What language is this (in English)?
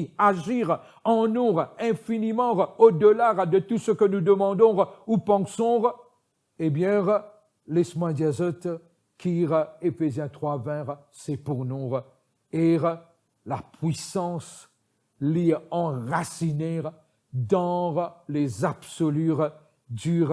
Morisyen